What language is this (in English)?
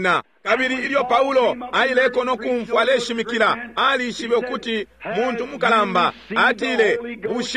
Bemba